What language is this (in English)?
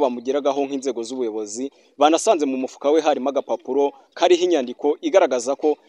Kinyarwanda